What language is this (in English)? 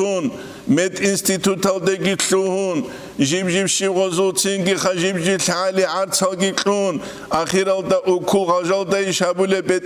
Avaric